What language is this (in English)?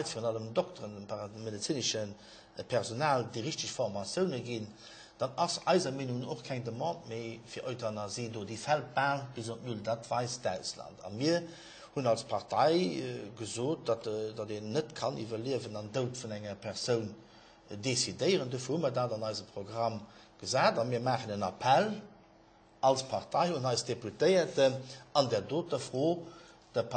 Luxembourgish